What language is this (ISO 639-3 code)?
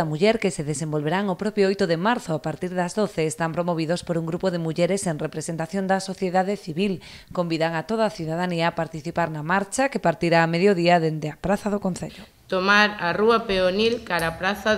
glg